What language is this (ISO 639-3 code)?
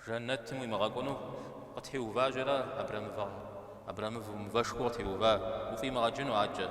kbd